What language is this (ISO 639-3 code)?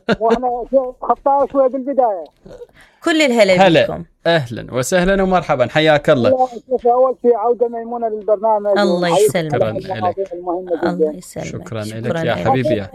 acm